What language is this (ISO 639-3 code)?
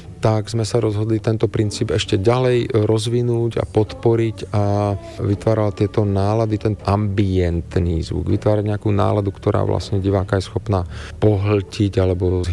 slk